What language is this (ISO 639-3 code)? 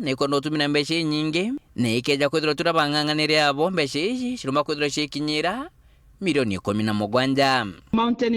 mer